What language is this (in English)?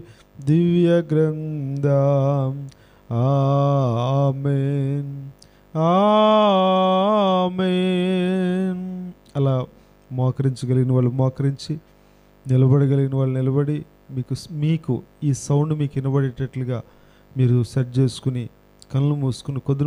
Telugu